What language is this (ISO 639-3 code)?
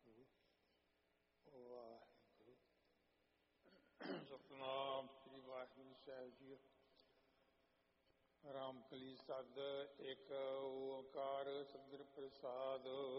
pan